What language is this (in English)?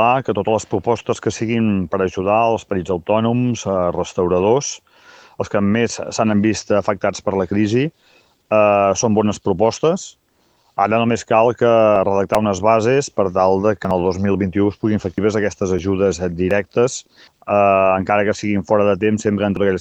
Catalan